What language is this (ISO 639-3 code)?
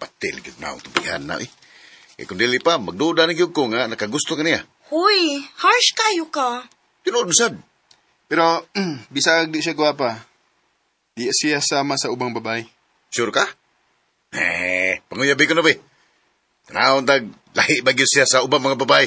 ceb